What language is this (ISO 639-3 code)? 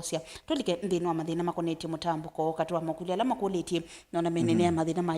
kam